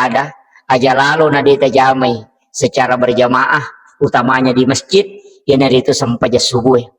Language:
Buginese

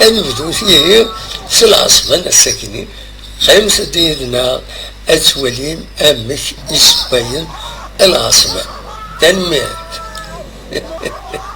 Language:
Kabyle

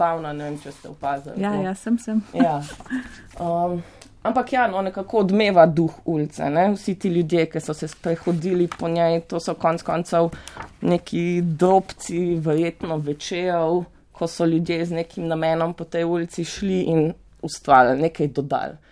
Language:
Slovenian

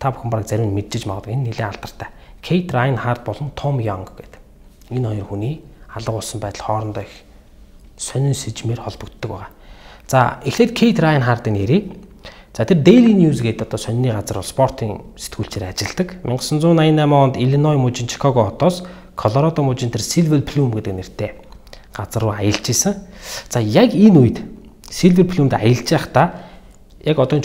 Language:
Mongolian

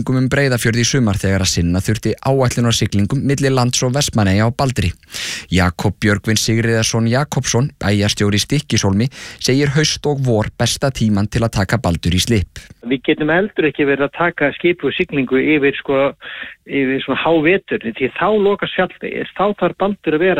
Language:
Icelandic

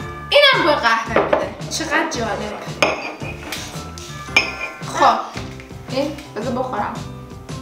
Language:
Persian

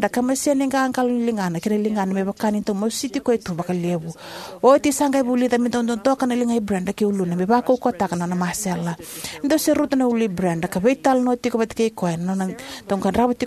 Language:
Fijian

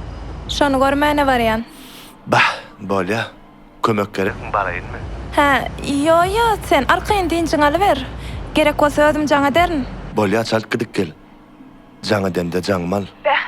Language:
Turkmen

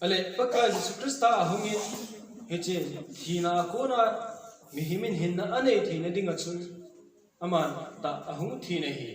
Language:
Thado Chin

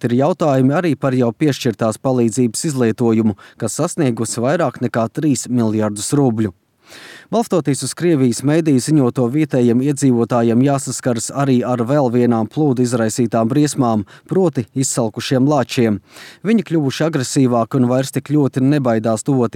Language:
Latvian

